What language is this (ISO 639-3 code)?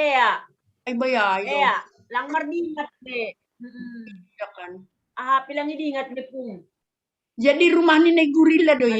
bts